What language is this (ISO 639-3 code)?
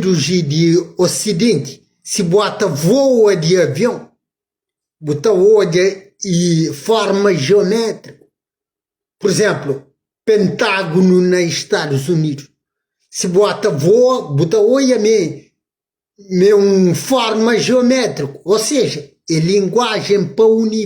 kea